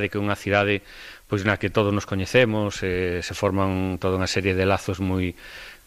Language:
Galician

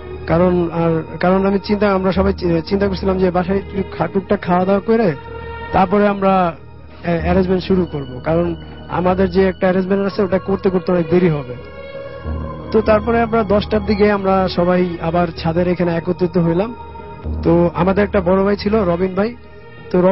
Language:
Bangla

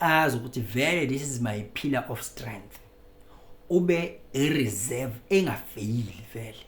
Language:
Zulu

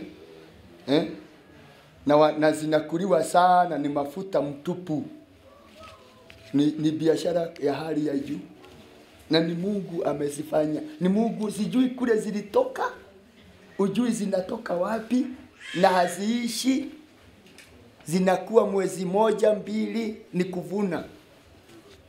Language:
Swahili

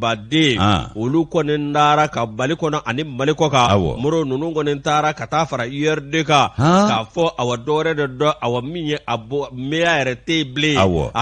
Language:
Bambara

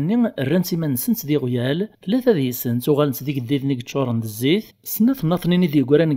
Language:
Kabyle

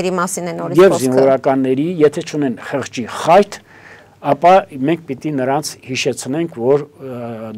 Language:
Armenian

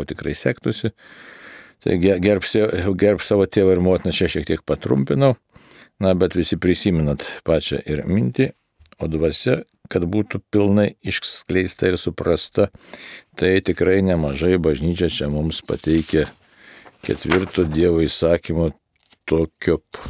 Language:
Lithuanian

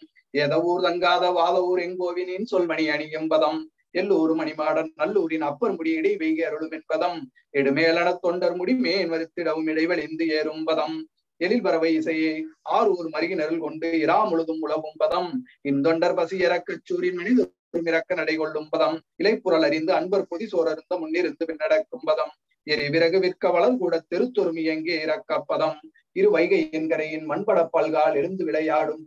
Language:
Tamil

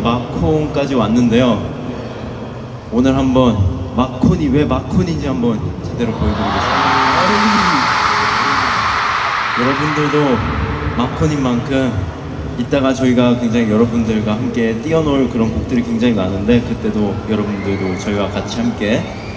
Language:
Korean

